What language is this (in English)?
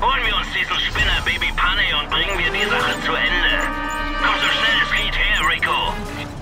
Bavarian